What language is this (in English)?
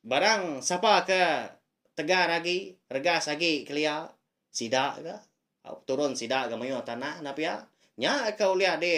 Iban